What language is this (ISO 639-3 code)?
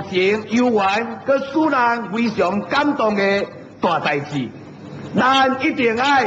nan